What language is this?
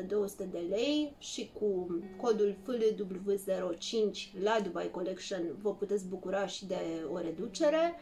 Romanian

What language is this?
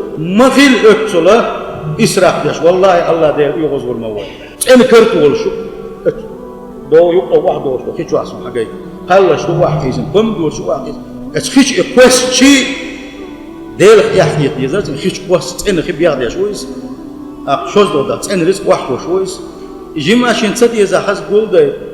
Chechen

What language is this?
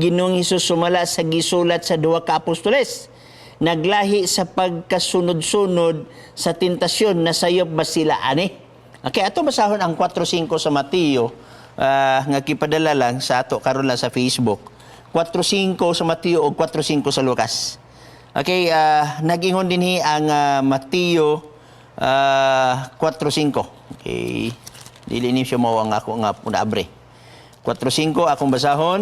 Cebuano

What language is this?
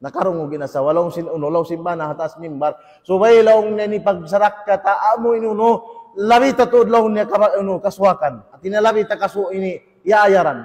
Tausug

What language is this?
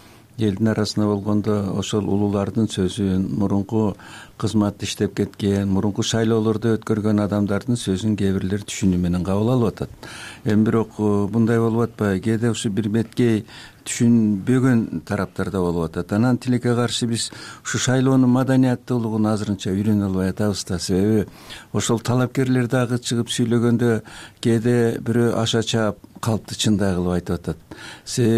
Kyrgyz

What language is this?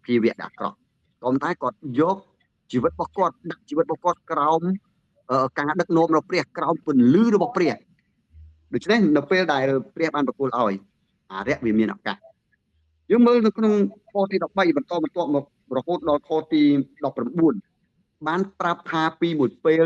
Khmer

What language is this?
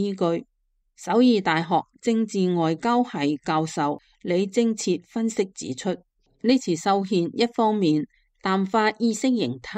Cantonese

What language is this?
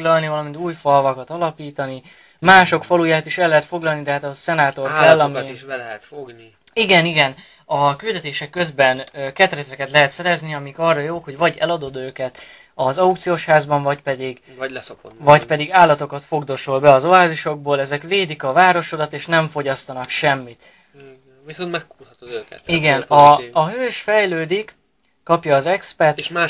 Hungarian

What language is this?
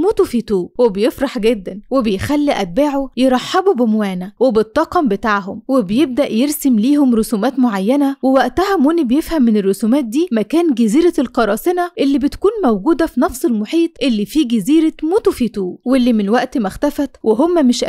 Egyptian Arabic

